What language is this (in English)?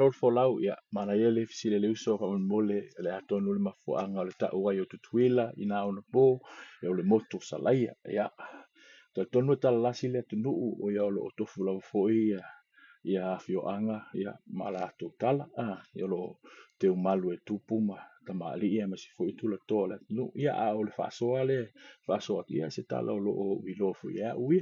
Samoan